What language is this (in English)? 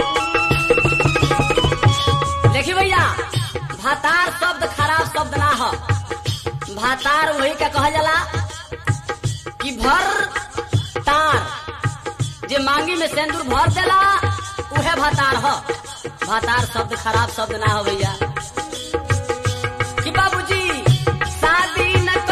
Bhojpuri